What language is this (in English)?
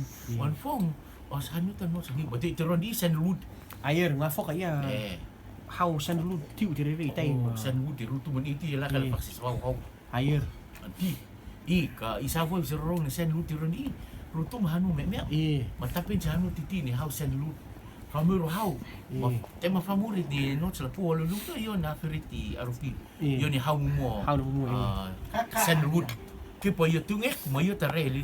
Rotuman